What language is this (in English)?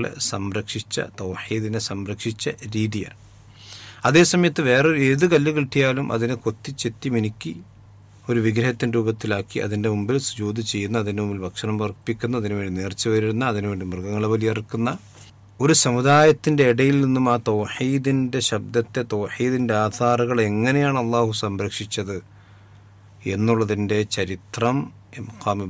Malayalam